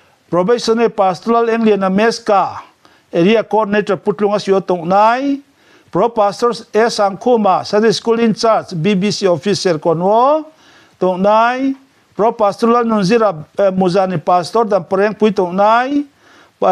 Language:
Riang (India)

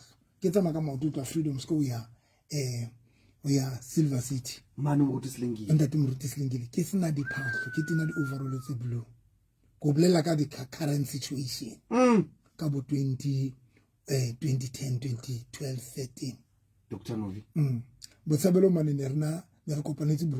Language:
Southern Sotho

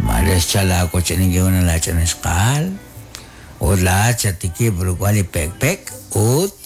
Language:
Kekchí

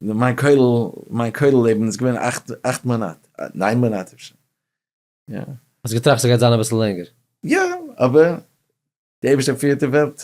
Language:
Yiddish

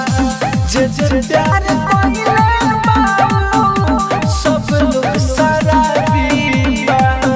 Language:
Bhojpuri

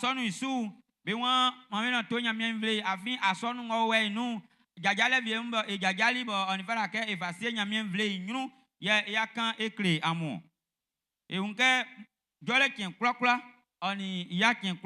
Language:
Baoulé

